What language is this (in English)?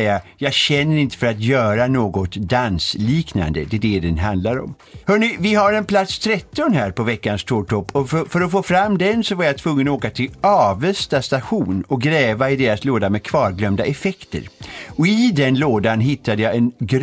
Swedish